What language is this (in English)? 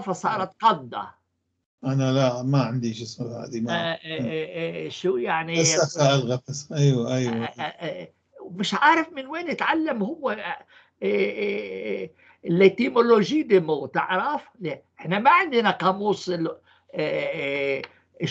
North Levantine Arabic